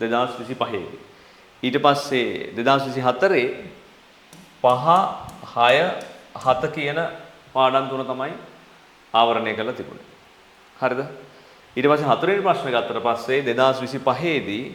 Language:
Sinhala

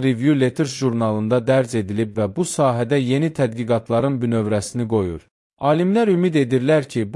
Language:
Azerbaijani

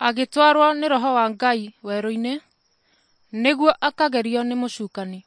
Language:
Kikuyu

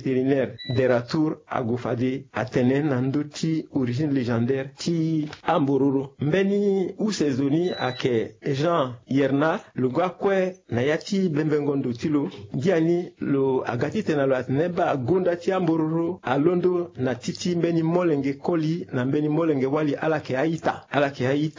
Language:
Sango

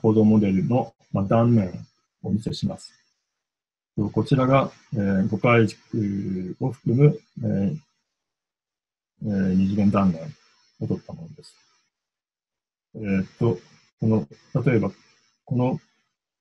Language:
Japanese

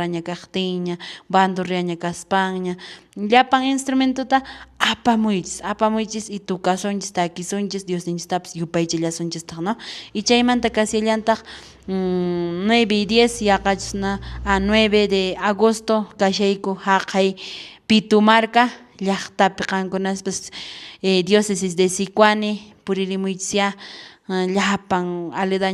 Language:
Quechua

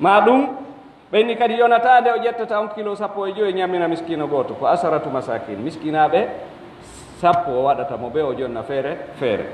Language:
Pular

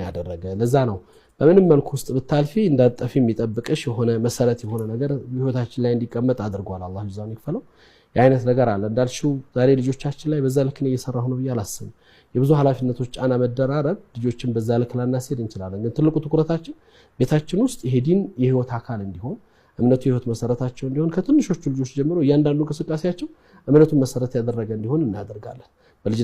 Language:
Amharic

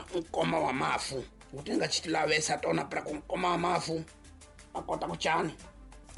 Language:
Tsonga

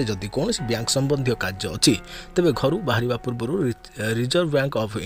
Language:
Odia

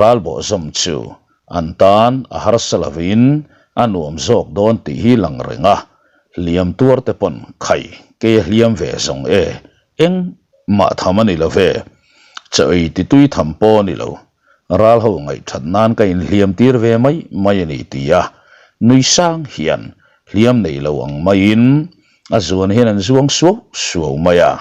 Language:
Mizo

